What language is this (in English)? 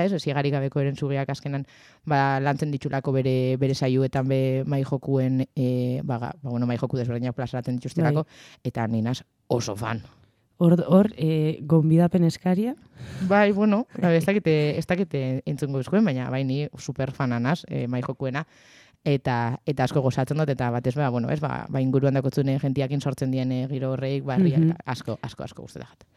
Basque